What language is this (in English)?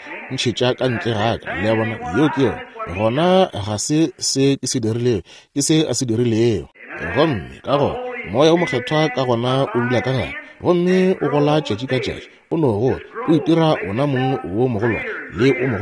Northern Sotho